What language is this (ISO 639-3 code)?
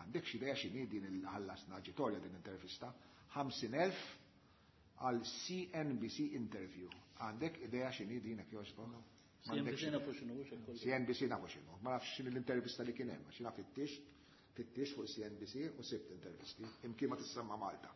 mlt